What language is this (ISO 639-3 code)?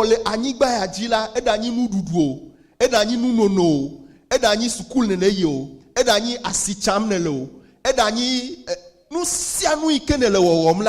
ewe